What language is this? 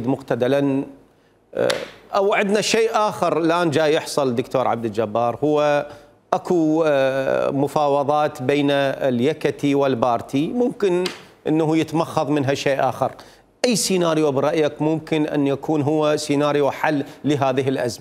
Mesopotamian Arabic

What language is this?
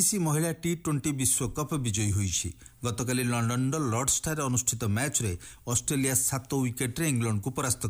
Odia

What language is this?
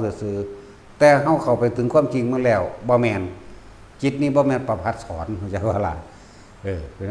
Northeastern Thai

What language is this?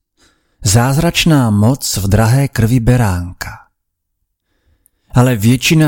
Czech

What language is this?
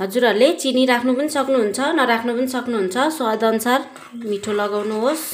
Nepali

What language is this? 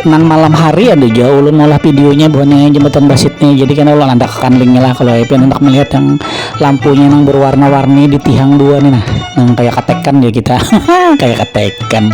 Banjar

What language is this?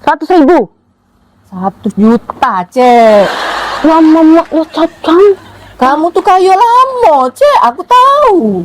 Musi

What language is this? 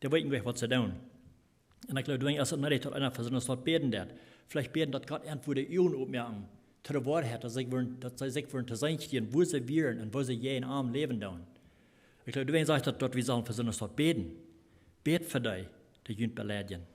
Plautdietsch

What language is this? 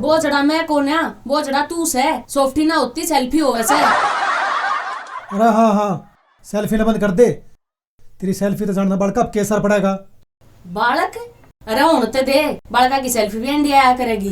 Haryanvi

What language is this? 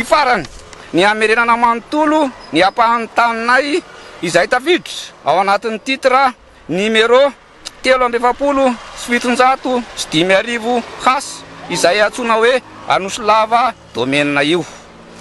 Malagasy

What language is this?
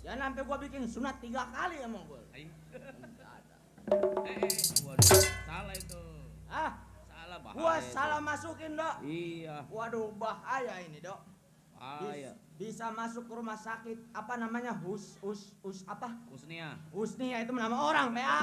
Betawi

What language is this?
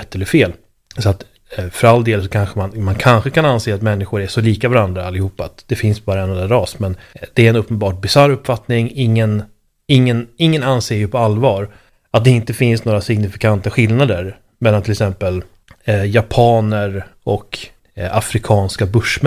Swedish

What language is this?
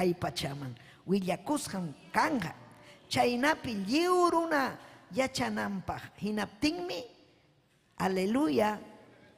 Ayacucho Quechua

